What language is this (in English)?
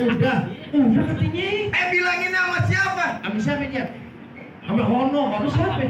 Betawi